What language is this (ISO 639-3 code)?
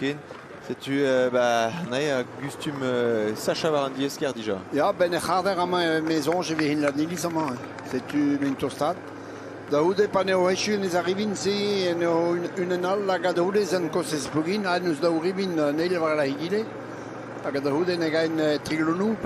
bre